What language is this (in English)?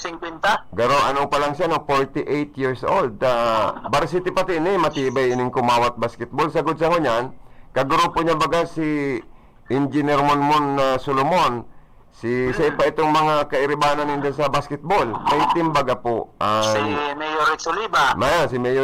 Bikol